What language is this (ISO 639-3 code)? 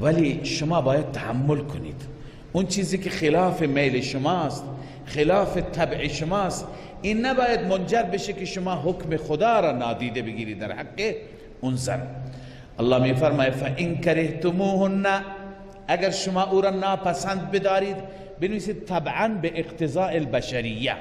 fas